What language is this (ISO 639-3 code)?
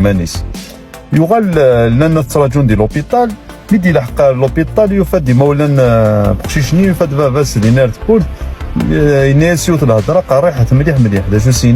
kab